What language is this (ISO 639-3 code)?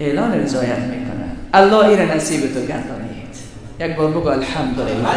fas